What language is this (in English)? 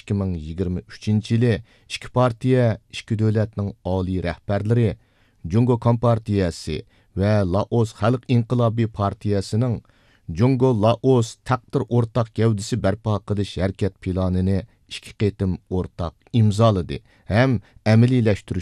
Uyghur